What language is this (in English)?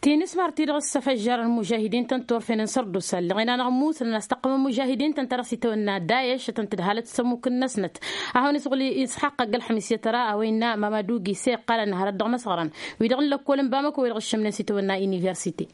Tamasheq